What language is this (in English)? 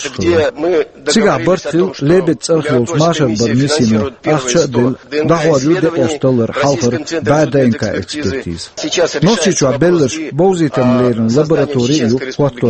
Chechen